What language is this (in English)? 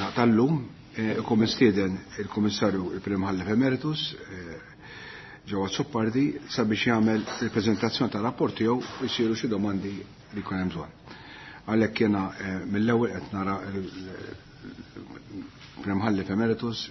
Maltese